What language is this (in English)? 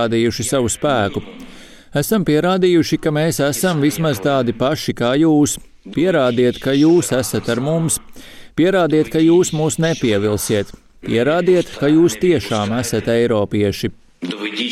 Latvian